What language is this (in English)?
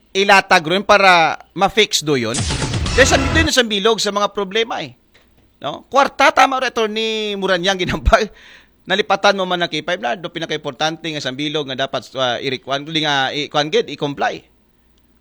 Aklanon